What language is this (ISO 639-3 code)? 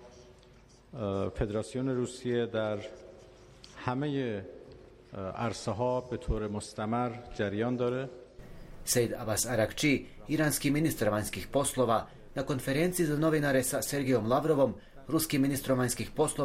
bos